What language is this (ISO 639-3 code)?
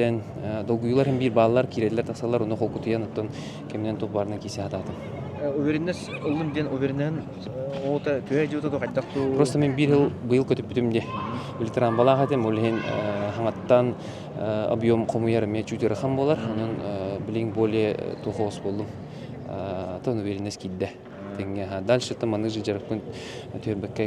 sah